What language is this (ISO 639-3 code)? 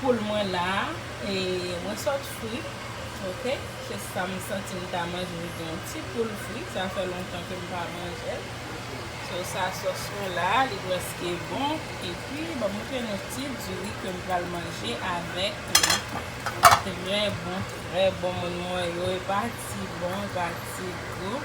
hat